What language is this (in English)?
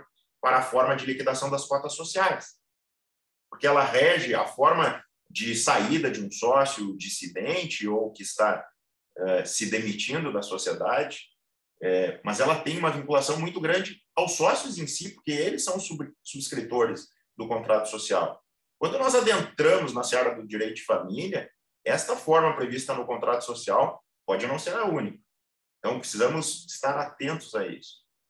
Portuguese